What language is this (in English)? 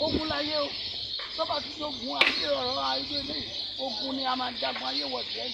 Yoruba